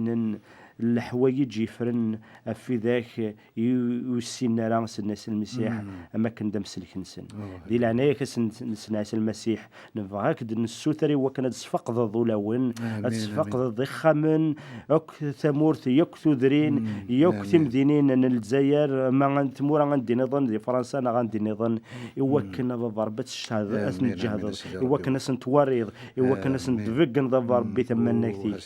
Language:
Kabyle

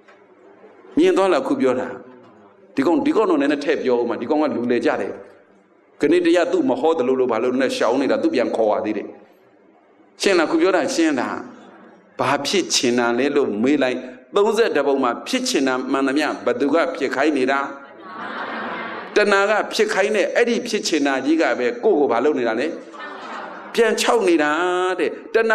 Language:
Burmese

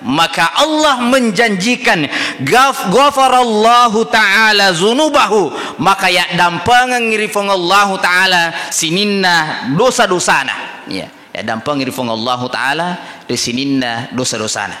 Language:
Buginese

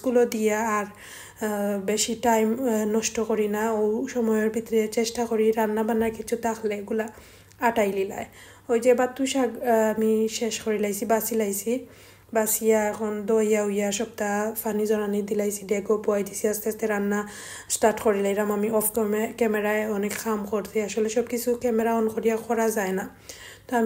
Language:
Sylheti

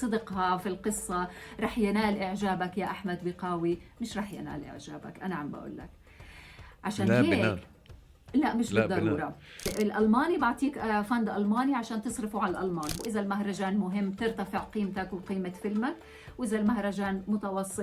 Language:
North Levantine Arabic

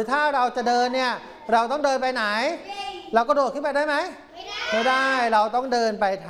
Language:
Thai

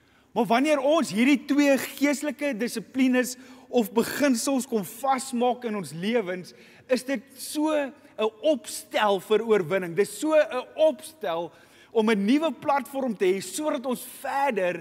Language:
Afrikaans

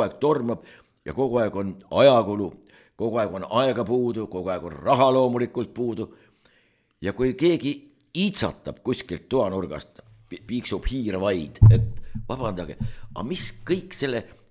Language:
Estonian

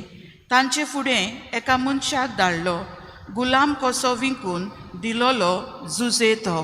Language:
Konkani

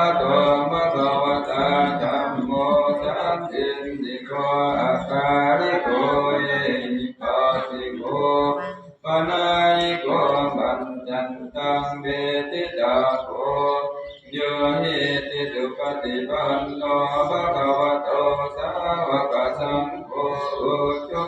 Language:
Pali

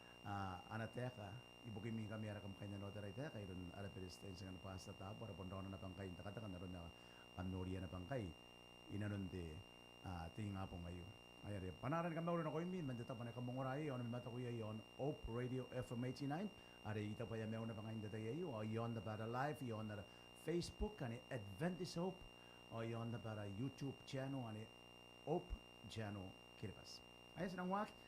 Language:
Gilbertese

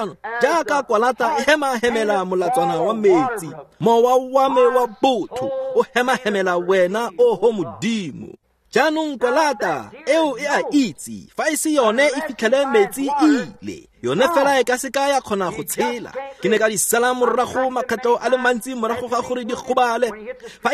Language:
Tswana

